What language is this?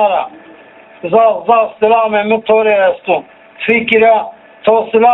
Zaza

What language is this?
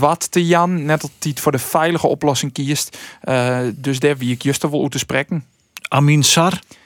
Western Frisian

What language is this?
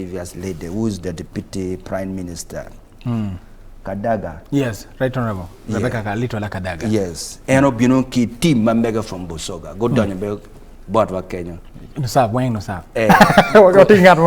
Acoli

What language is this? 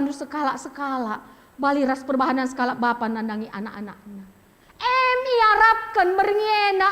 Batak Karo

